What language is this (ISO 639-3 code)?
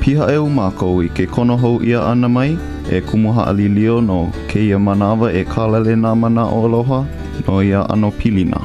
haw